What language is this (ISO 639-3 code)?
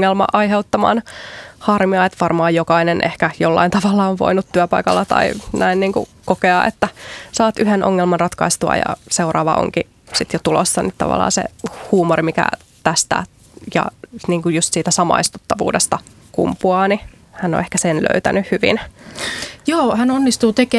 fin